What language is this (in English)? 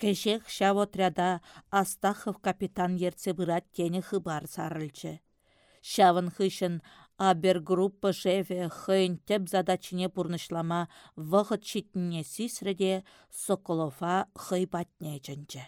Chuvash